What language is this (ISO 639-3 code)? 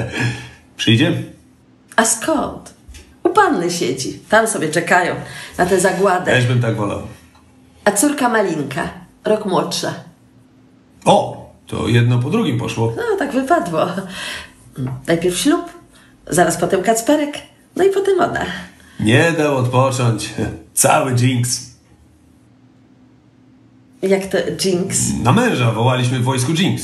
pol